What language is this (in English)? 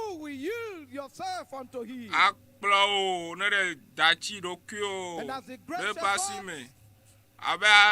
Ewe